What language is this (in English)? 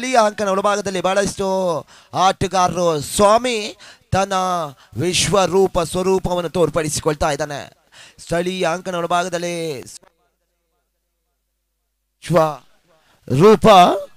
Kannada